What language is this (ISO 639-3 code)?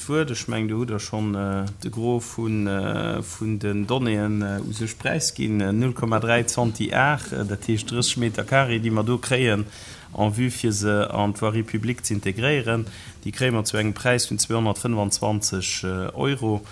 ltz